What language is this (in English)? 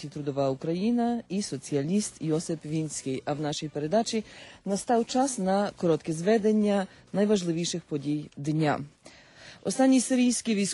Ukrainian